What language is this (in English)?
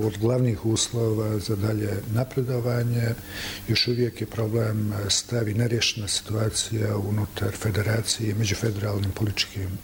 Croatian